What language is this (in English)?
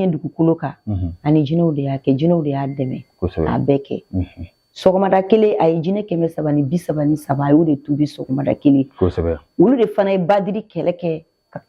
Bambara